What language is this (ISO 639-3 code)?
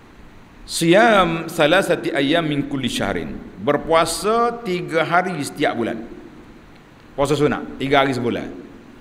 msa